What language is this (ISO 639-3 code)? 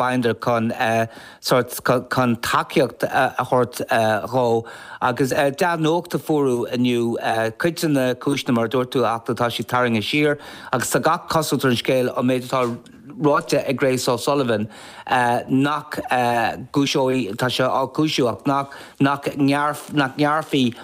gle